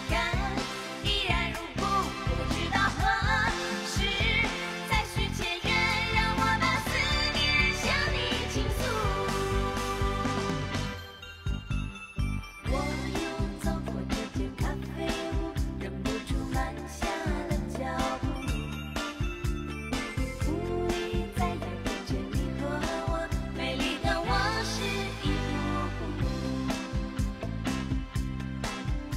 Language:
Chinese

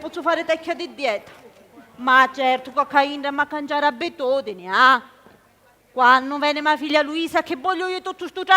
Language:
Sicilian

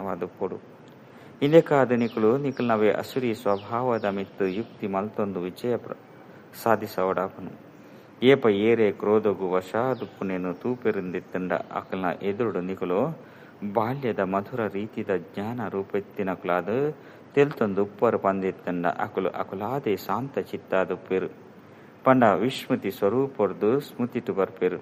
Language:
Tulu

